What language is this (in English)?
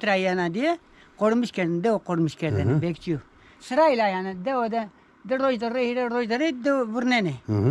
Zaza